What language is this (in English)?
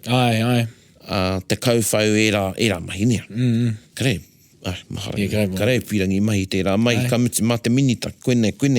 Māori